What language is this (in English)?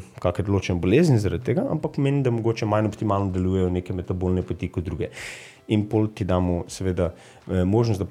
Slovenian